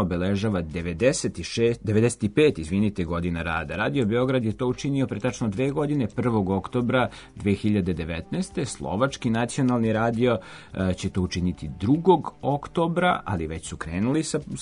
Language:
Serbian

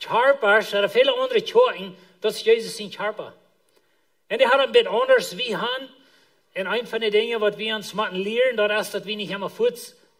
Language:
Plautdietsch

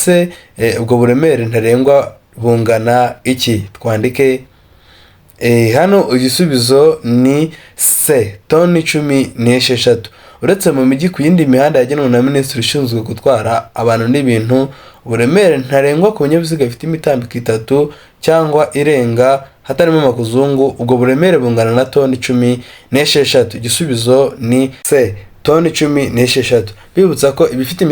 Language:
Kinyarwanda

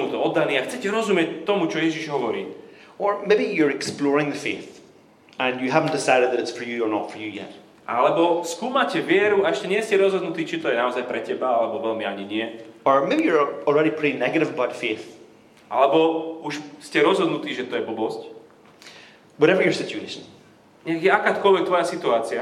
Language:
Slovak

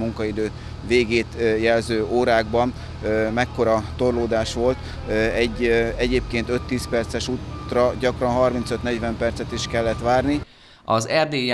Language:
Hungarian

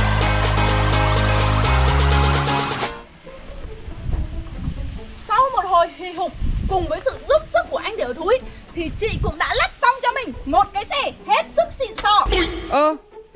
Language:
Vietnamese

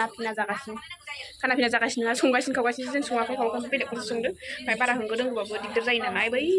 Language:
Bodo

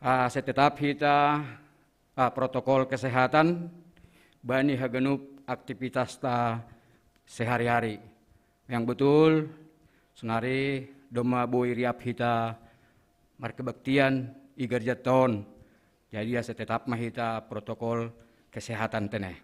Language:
Batak Simalungun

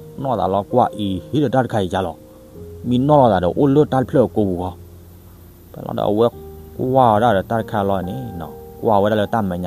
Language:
S'gaw Karen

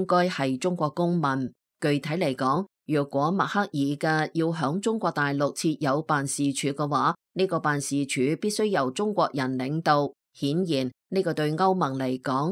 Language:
Cantonese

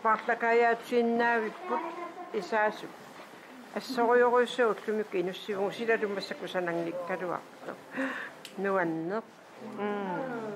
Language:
Kalaallisut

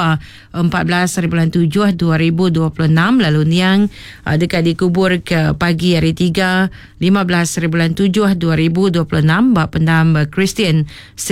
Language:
Iban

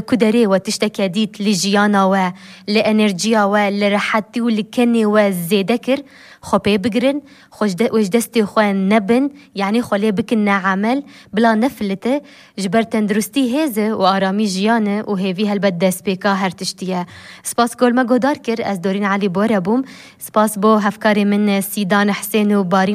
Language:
Kurdish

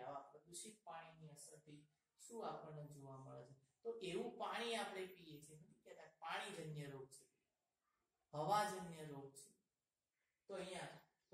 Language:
Gujarati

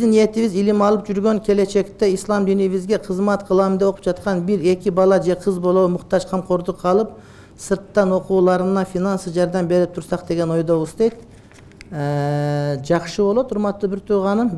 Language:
Kyrgyz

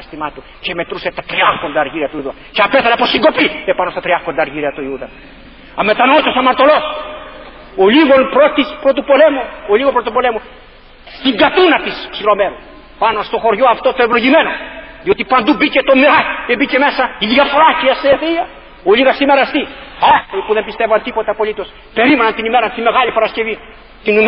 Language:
Greek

